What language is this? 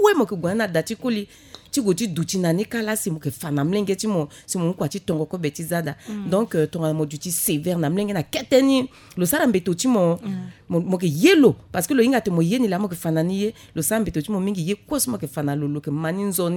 Sango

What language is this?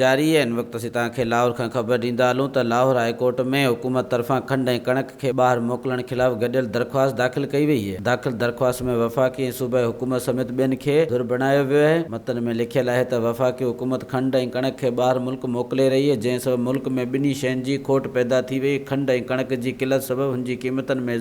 Sindhi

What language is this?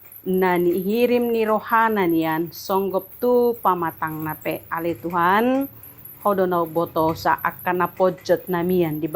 Batak Toba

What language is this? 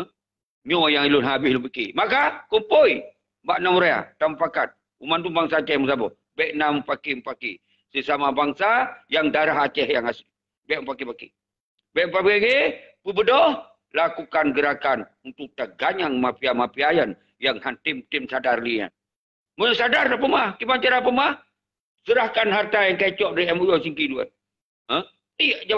Achinese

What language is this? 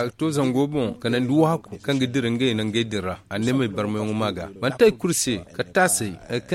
Zarma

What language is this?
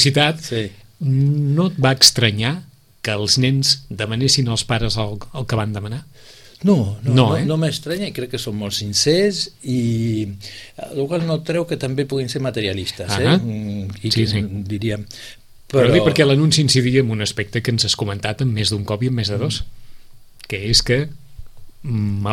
Catalan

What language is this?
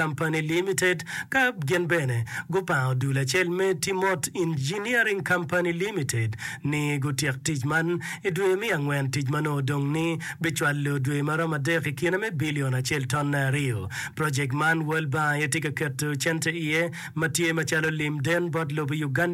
Acoli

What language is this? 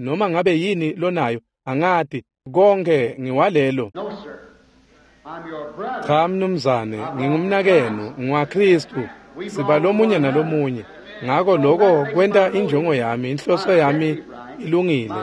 Swati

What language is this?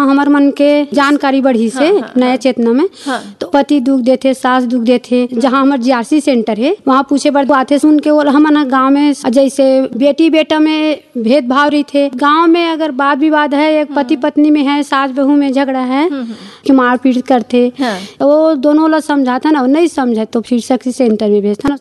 Chhattisgarhi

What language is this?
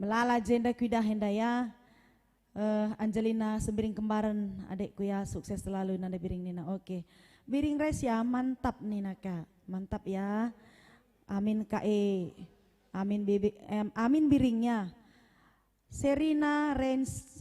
Batak Karo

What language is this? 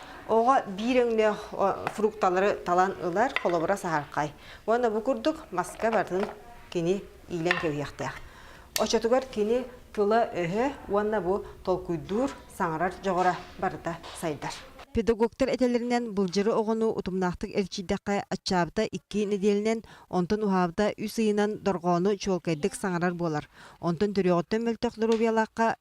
Yakut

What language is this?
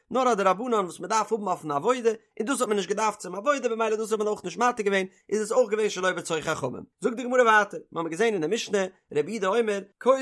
Yiddish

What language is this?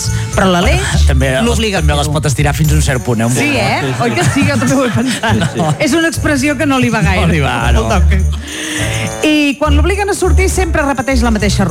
Catalan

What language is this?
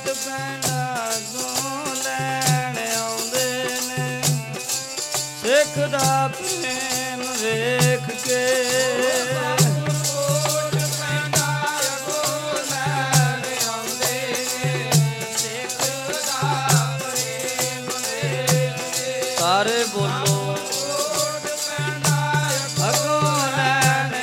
Punjabi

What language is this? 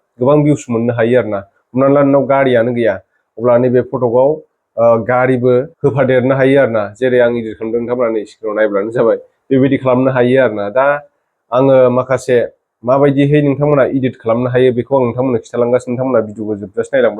Bodo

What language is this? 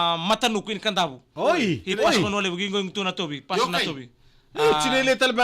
Fijian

